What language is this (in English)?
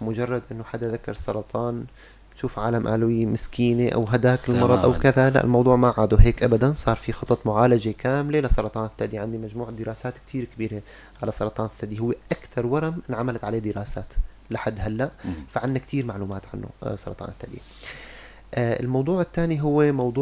North Levantine Arabic